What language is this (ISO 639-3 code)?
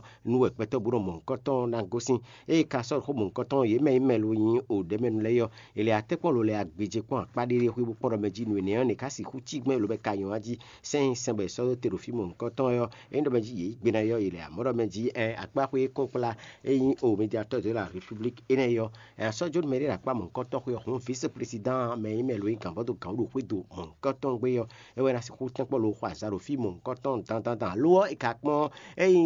fon